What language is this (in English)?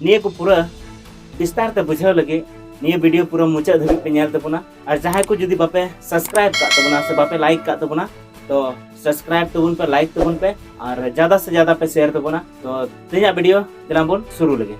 Santali